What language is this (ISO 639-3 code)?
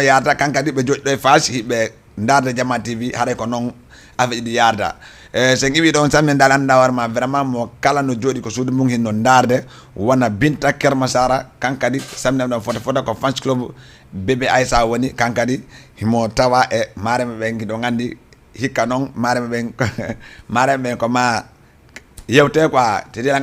ful